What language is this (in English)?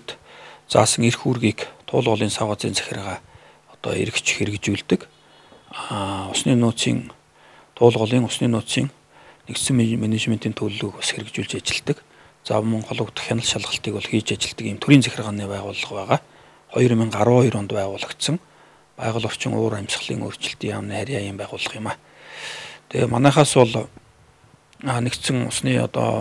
Mongolian